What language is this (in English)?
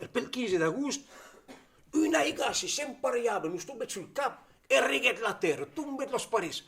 Occitan